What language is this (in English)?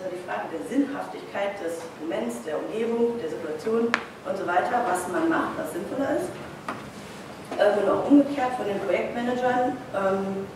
German